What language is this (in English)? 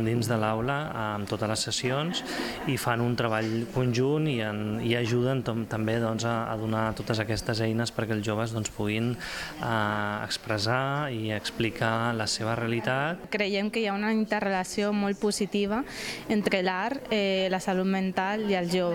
Catalan